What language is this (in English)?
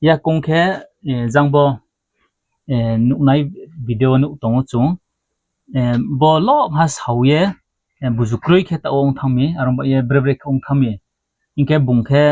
Riang (India)